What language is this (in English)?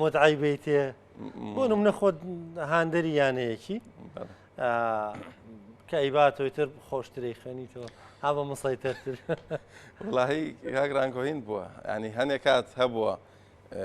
Central Kurdish